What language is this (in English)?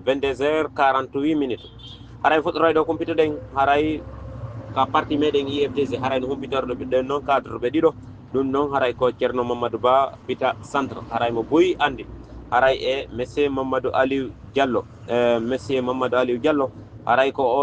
Fula